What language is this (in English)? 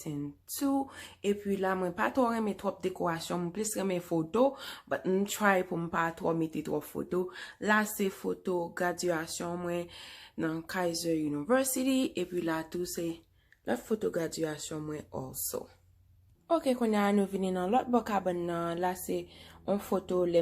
Haitian Creole